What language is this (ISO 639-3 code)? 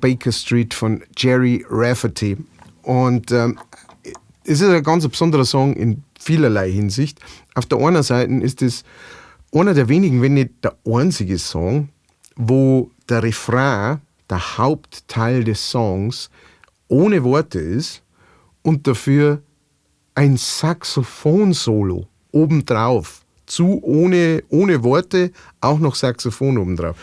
bar